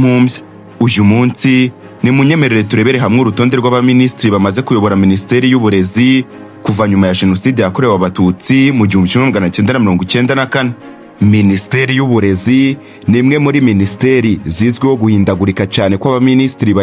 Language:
Kinyarwanda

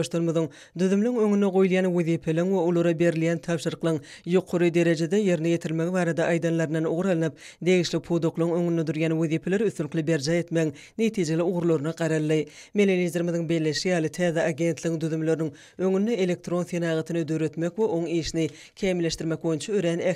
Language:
Turkmen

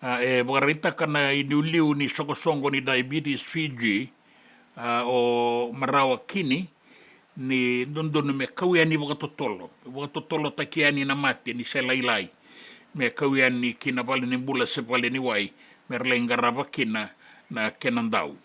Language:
Fijian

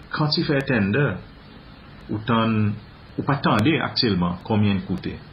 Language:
Seselwa Creole French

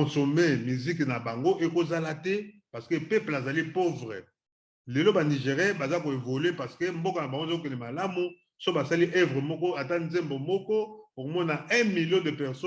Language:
Lingala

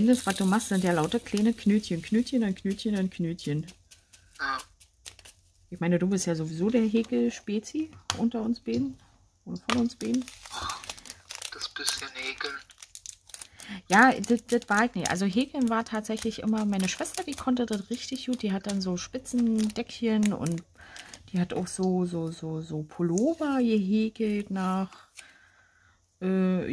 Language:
German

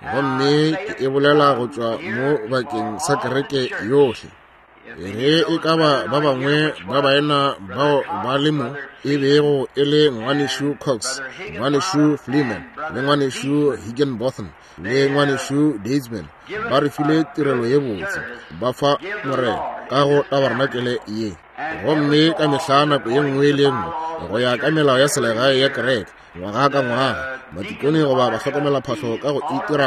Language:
Northern Sotho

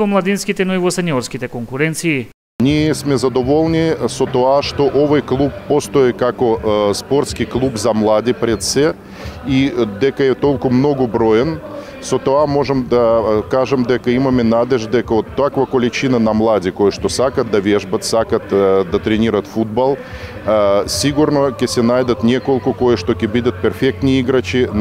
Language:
Macedonian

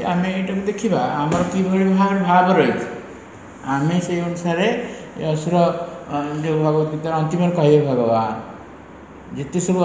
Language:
Odia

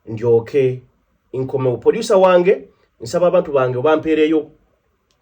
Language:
Ganda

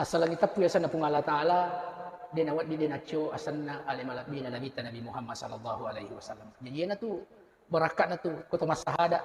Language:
Buginese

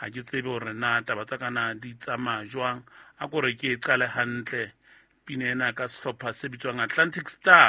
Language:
Southern Sotho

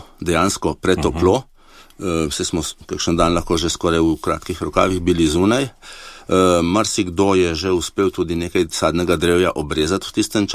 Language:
Slovenian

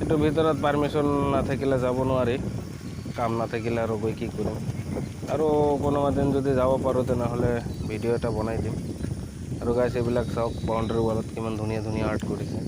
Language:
Assamese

